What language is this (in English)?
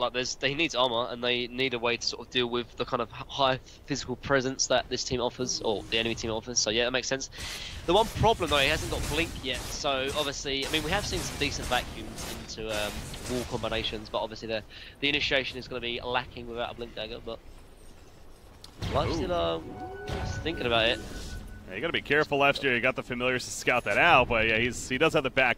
English